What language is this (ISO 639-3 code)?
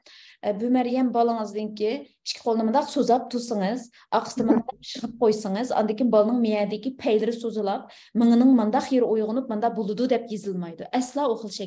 uig